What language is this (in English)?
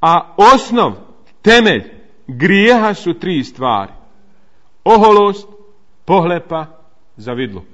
Bosnian